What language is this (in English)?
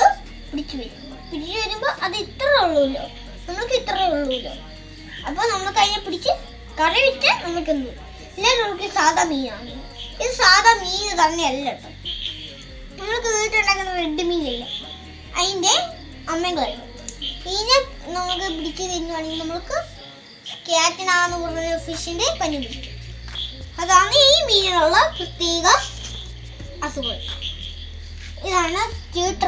Malayalam